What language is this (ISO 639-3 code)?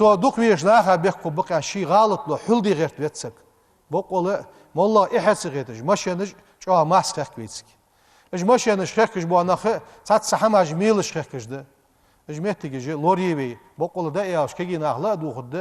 inh